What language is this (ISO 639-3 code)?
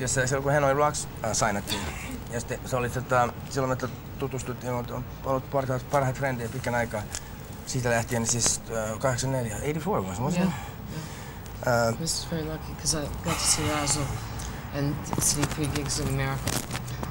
fin